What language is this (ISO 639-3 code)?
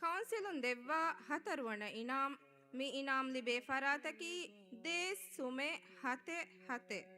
div